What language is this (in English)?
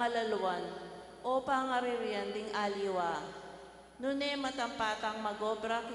Pampanga